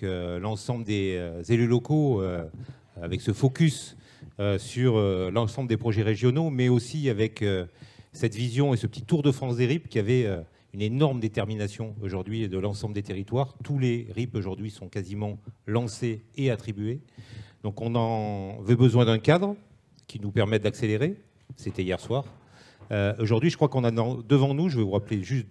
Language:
French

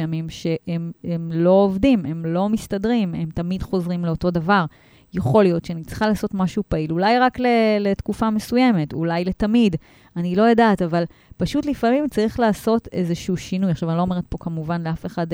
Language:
Hebrew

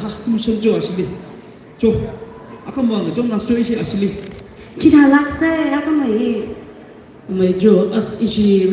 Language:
Tangkhul Naga (India)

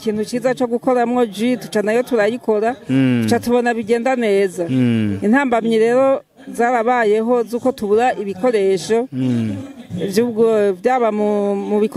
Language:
Rundi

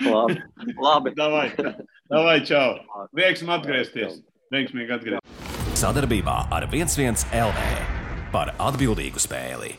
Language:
Latvian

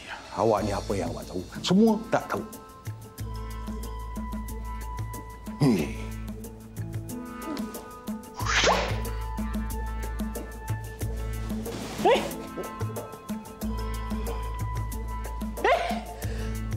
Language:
Malay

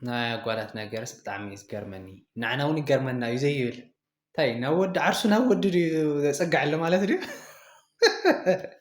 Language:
Tigrinya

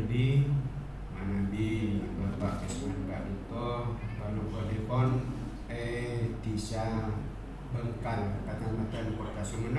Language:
Madurese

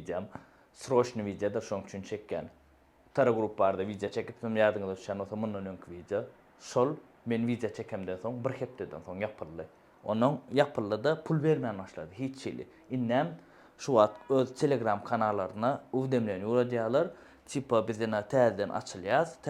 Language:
Turkmen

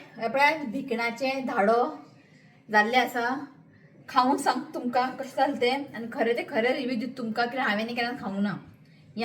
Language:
Konkani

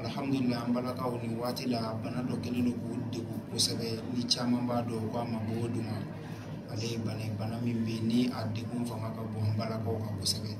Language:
Bambara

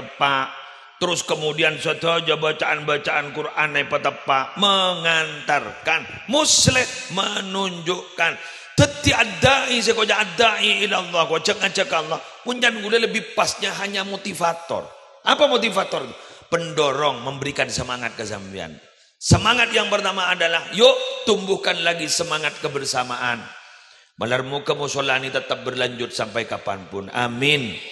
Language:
Madurese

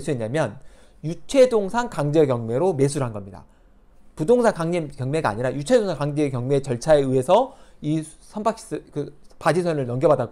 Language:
Korean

